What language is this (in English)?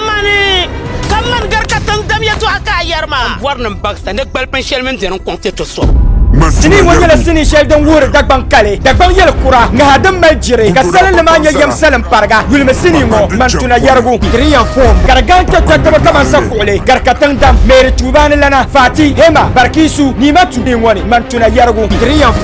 Dagbani